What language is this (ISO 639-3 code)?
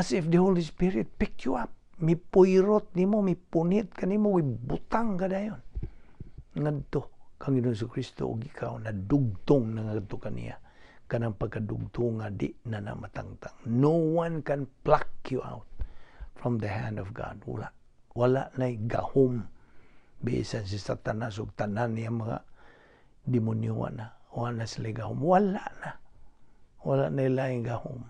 ceb